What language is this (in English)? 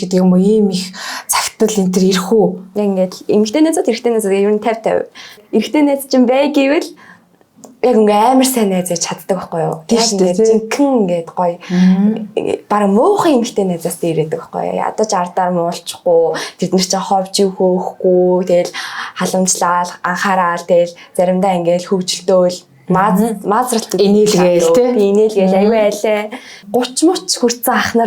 Mongolian